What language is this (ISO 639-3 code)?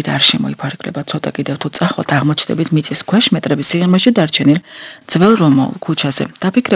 kat